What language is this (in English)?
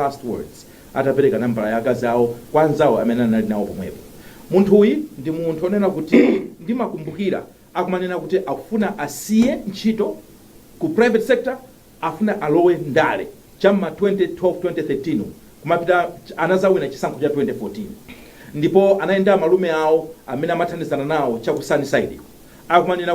Nyanja